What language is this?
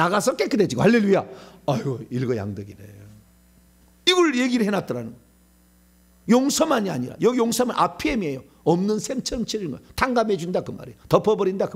Korean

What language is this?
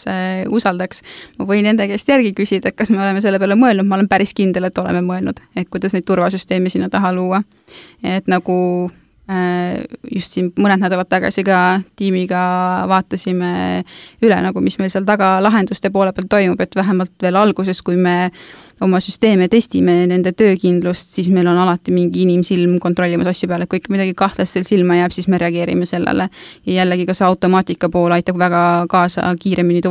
Estonian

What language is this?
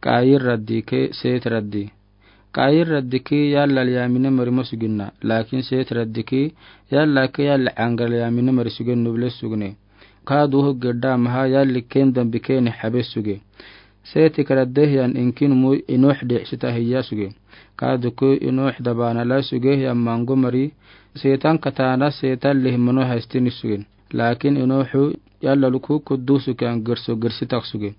Afar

